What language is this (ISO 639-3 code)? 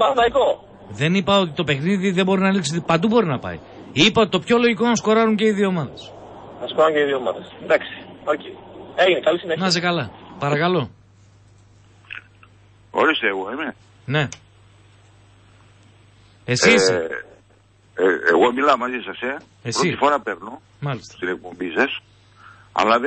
ell